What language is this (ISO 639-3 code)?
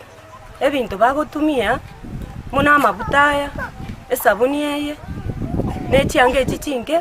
guz